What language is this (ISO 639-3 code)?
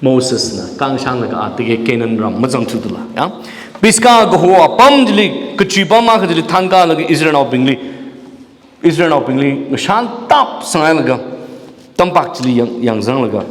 nmf